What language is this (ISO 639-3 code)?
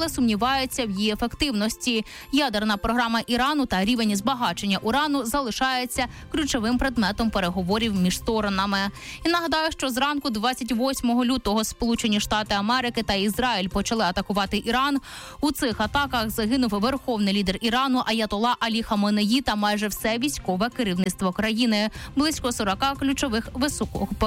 ukr